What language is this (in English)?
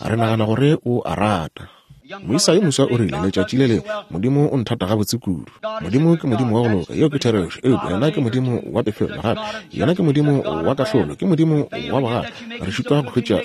Northern Sotho